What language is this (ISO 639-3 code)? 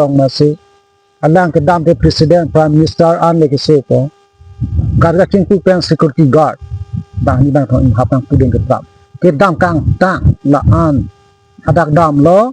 mjw